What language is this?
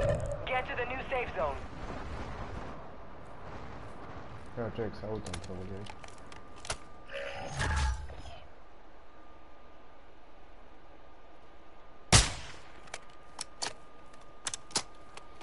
Croatian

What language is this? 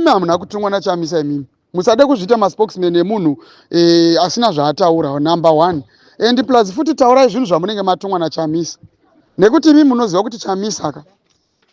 Shona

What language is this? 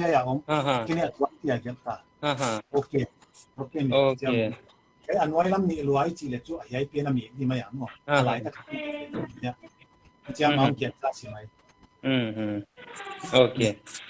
Paite Chin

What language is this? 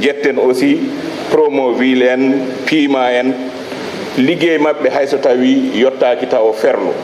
Fula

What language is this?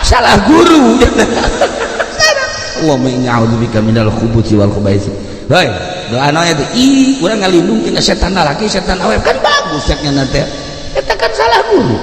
Sundanese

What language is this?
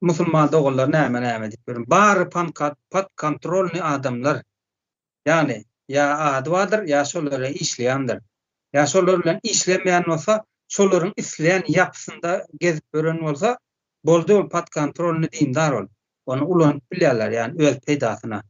Turkmen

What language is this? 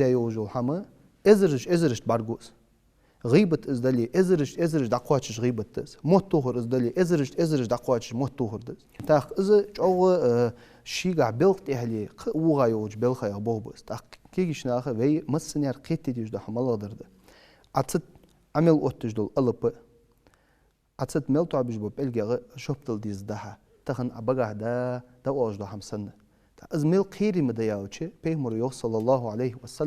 Ingush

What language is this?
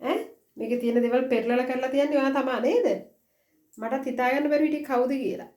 Sinhala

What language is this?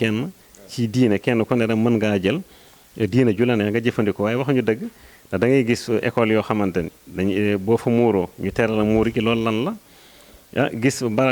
Wolof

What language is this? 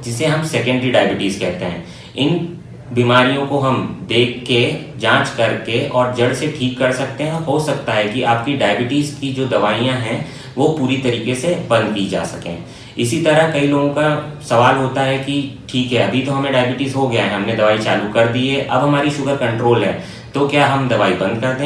Hindi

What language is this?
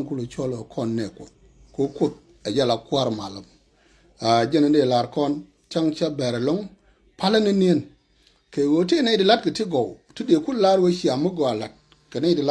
Nuer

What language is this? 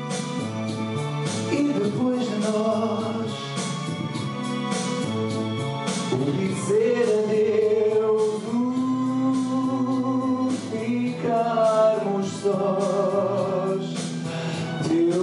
Portuguese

